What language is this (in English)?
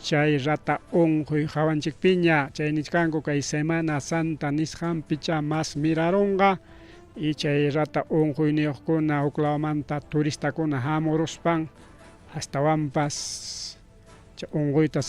Ayacucho Quechua